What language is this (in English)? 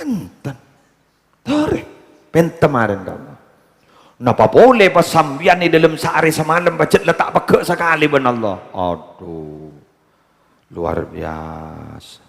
Madurese